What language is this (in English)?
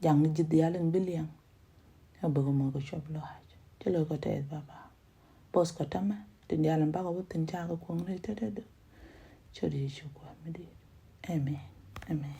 Nuer